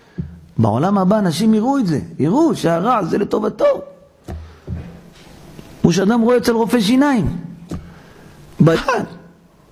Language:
Hebrew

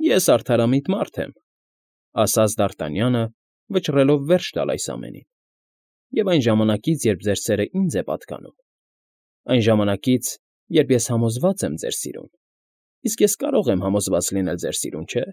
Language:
Armenian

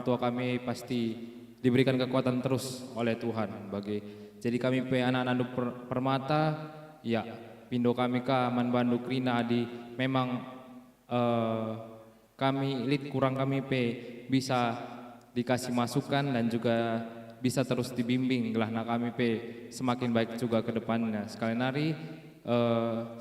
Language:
Batak Karo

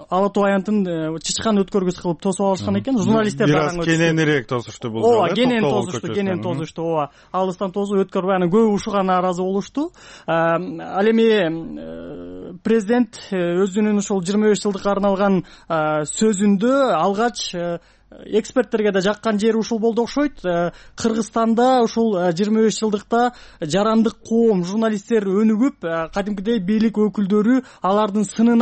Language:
Kyrgyz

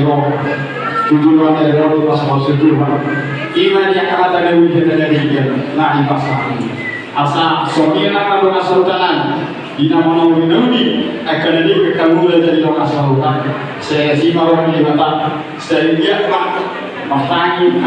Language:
Batak Toba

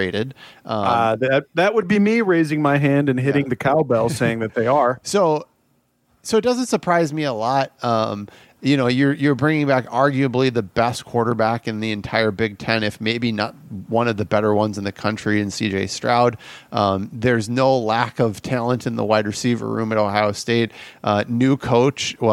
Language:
English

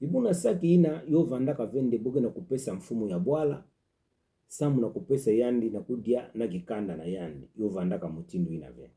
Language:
Kituba (Democratic Republic of Congo)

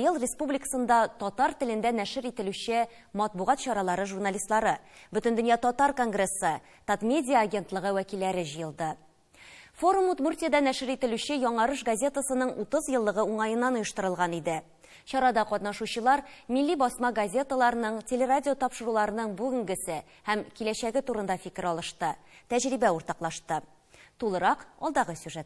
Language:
Tatar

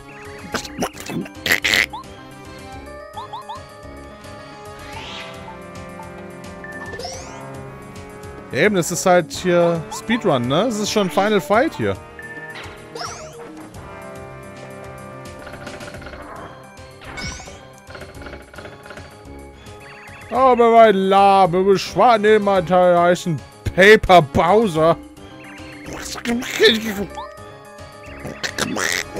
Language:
German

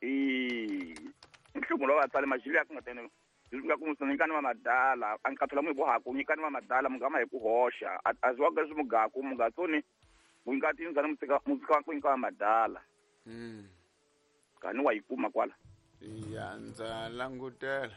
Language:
Tsonga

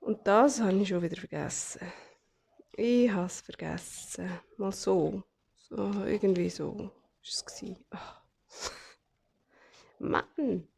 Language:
Swiss German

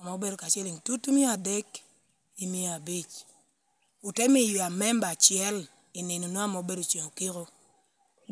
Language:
Lango (Uganda)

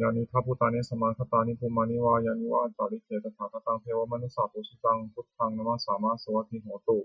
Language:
Pali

